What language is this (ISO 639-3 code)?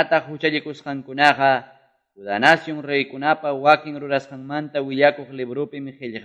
que